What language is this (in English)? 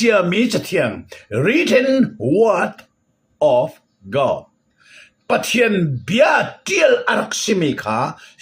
Hakha Chin